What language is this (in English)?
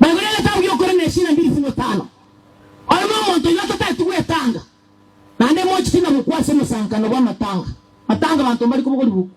Gusii